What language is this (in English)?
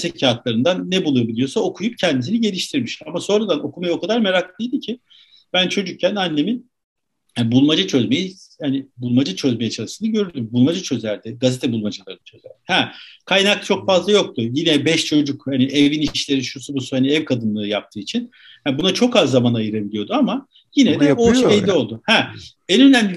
Turkish